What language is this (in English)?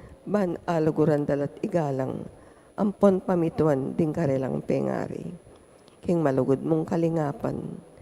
Pampanga